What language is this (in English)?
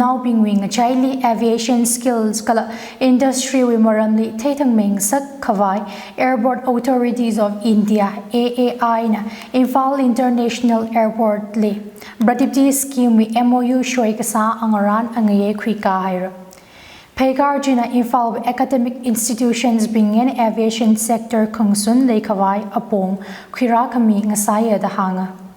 Tangkhul Naga (India)